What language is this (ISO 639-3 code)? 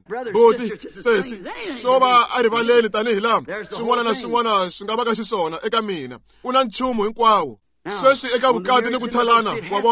tso